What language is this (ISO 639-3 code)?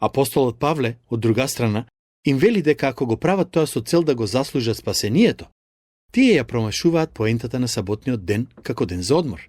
mkd